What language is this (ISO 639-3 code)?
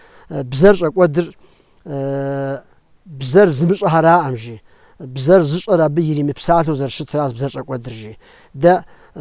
kbd